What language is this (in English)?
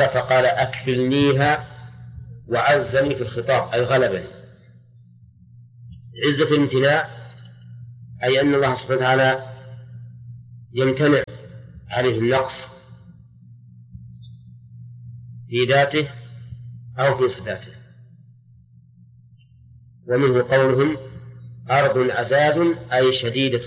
Arabic